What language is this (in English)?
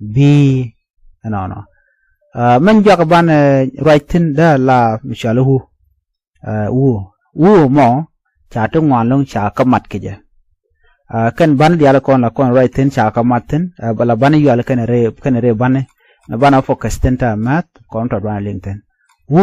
Nuer